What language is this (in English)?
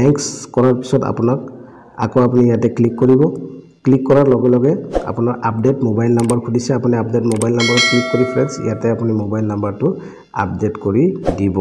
Assamese